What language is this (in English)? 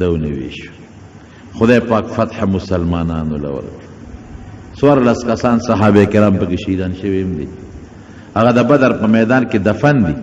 Pashto